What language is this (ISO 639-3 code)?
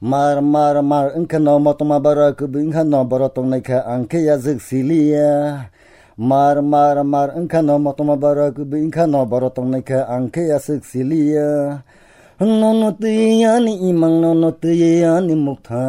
trp